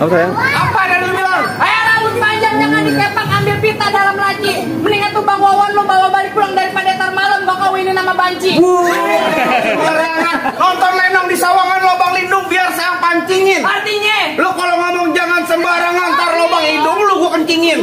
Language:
Betawi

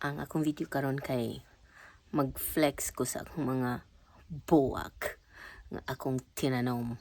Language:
Cebuano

